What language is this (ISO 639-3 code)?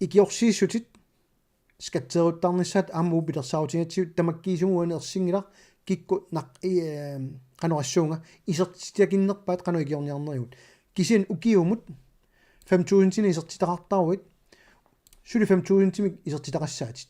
kal